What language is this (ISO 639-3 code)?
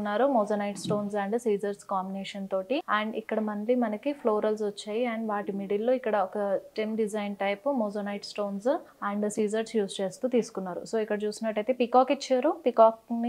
tel